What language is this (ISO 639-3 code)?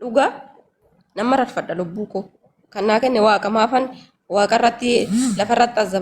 orm